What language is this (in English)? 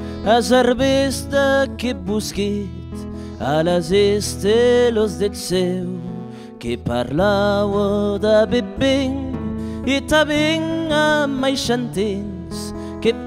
Occitan